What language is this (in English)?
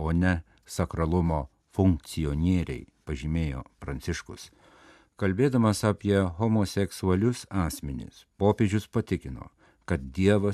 Lithuanian